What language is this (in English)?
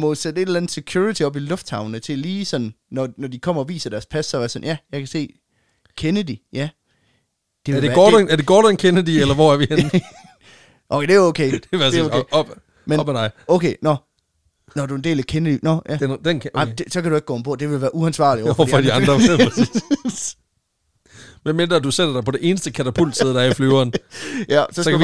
Danish